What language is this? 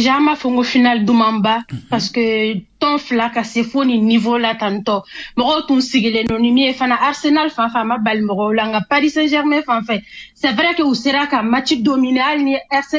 Bambara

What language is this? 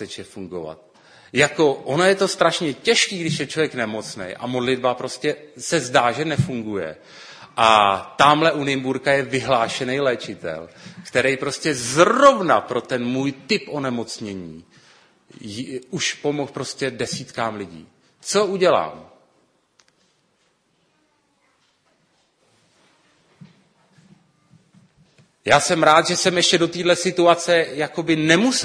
Czech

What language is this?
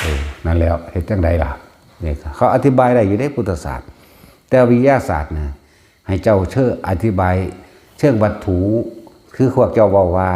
Northeastern Thai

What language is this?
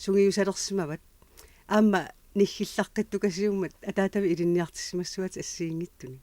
Kalaallisut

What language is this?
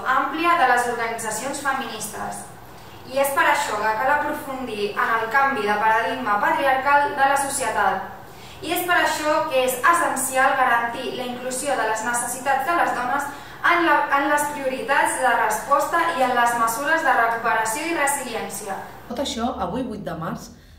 Catalan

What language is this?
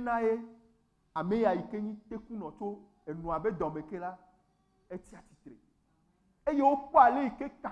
Ewe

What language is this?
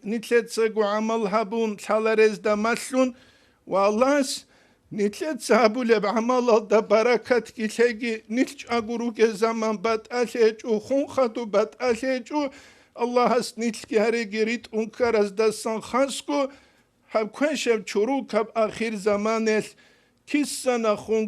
Avaric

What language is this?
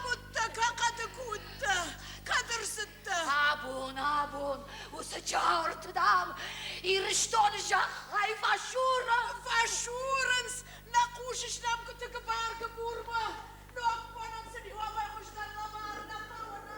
Ossetic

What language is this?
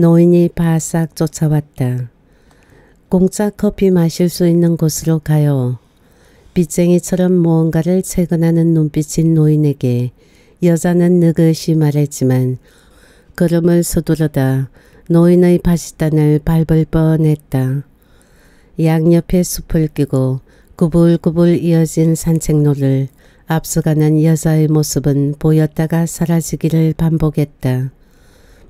Korean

